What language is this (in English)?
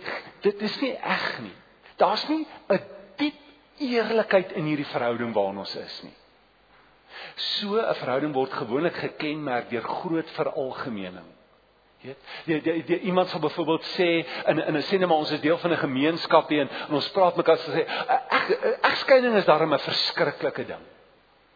Afrikaans